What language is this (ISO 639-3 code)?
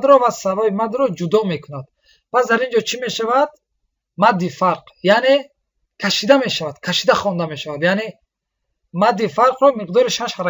tgk